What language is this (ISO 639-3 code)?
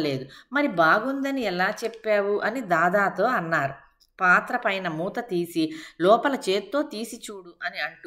tel